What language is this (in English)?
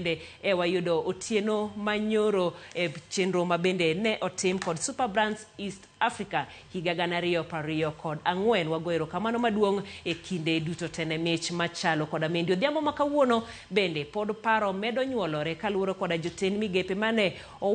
Luo (Kenya and Tanzania)